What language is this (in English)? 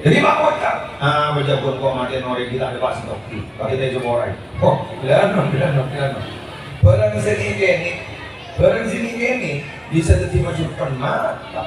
Madurese